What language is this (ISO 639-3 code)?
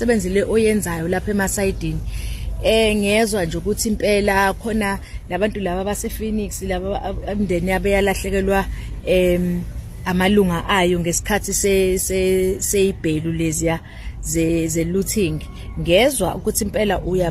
zul